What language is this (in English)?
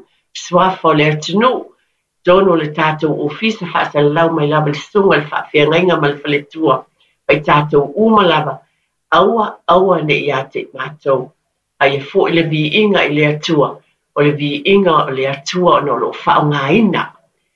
Samoan